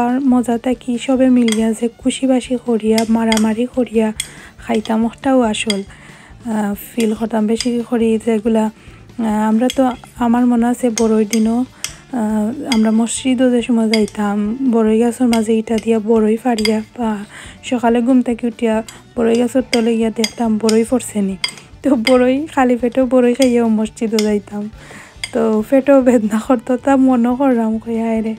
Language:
Sylheti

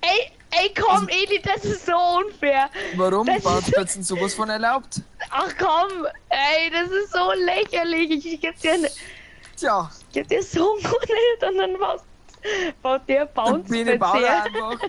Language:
Bavarian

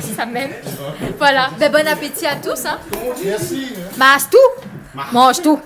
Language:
Réunion Creole French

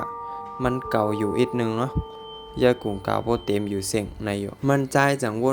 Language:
Shan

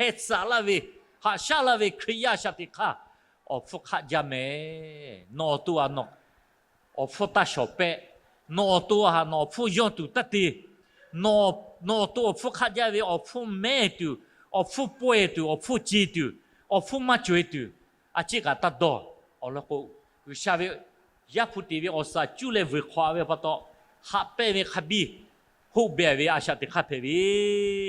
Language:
Lahu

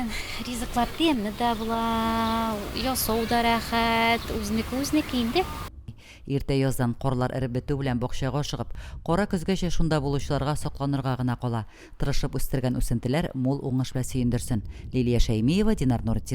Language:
Tatar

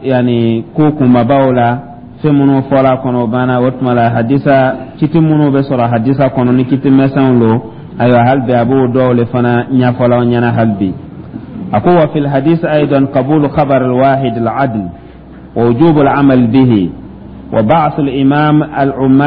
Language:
Dyula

